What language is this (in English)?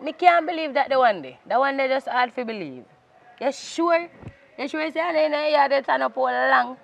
Jamaican Creole English